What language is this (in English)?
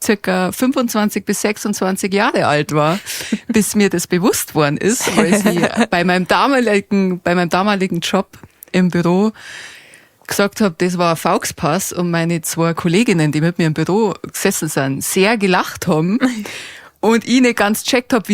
Bavarian